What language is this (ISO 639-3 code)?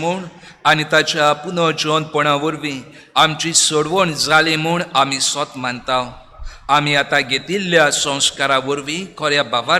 kok